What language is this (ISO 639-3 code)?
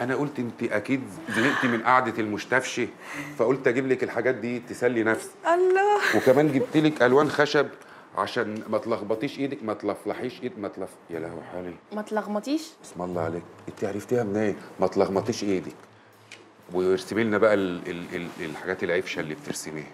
arz